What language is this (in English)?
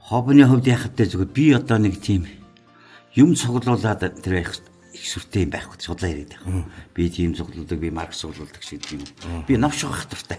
Mongolian